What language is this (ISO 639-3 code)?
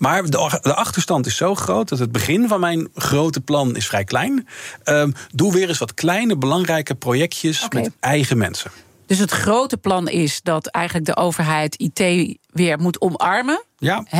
nld